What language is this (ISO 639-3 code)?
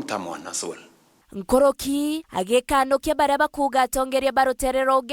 mer